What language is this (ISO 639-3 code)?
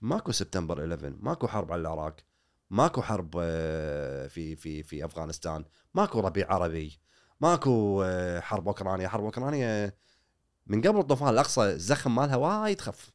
afb